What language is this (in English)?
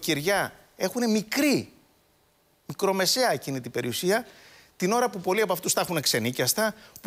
Greek